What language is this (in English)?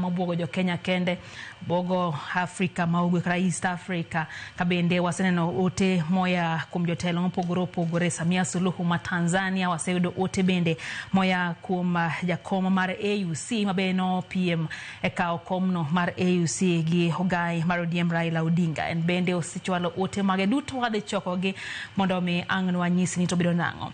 Luo (Kenya and Tanzania)